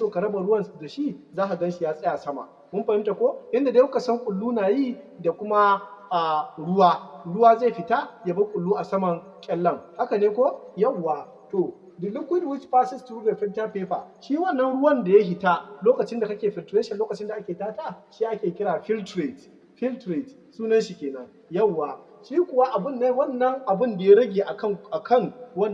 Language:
Hausa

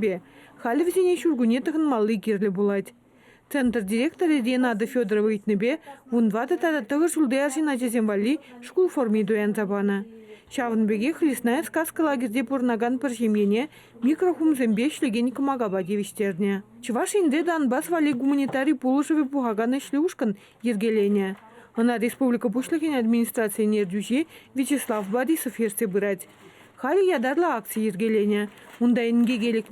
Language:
Chuvash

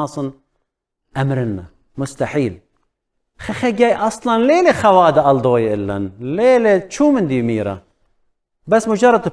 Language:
Assyrian Neo-Aramaic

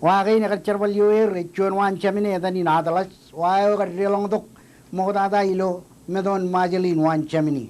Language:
Marshallese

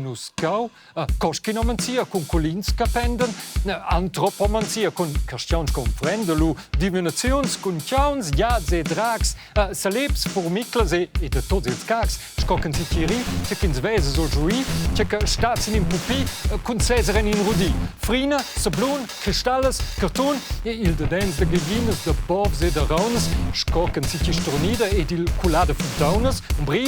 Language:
Romansh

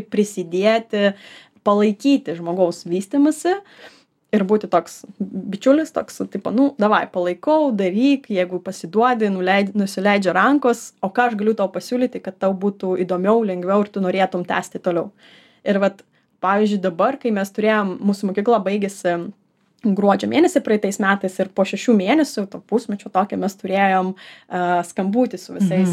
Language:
Lithuanian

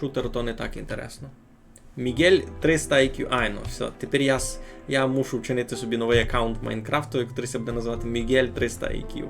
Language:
Rusyn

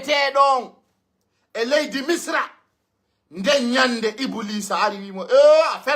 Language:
Pular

